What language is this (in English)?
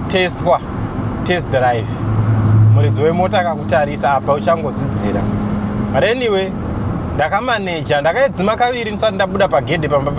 Shona